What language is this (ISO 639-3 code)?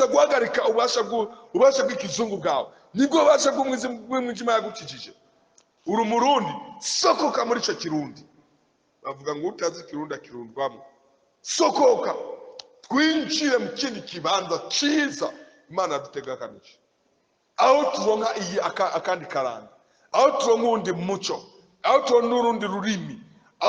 run